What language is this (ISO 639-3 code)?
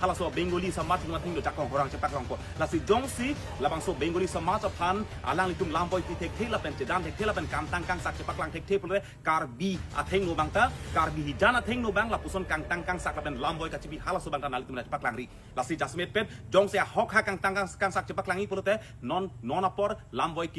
mjw